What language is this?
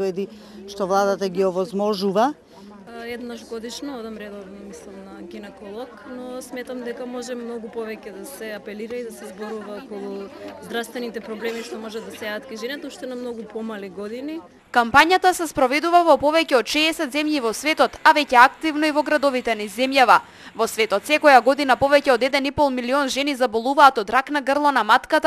Macedonian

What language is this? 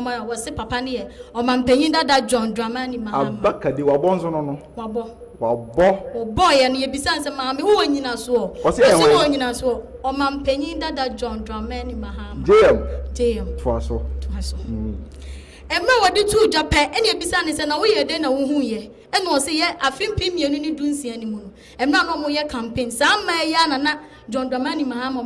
Akan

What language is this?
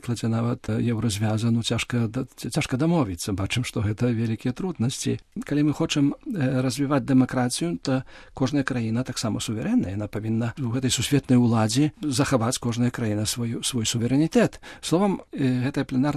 Belarusian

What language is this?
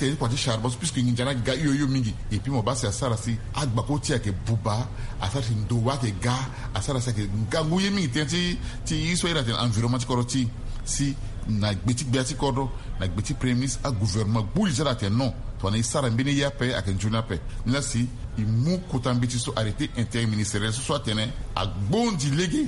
Sango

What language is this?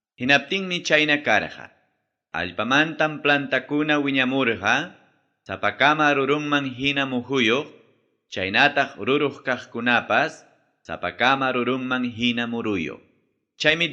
Ayacucho Quechua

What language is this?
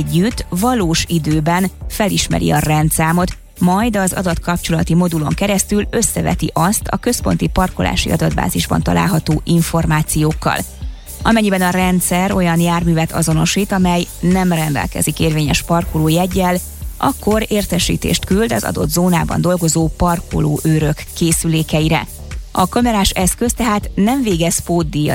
Hungarian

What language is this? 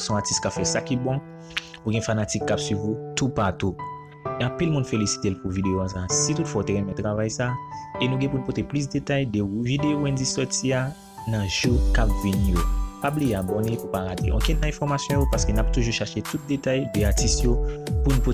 Haitian Creole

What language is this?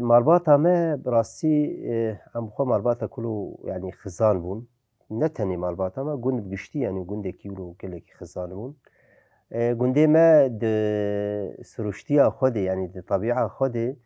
Kurdish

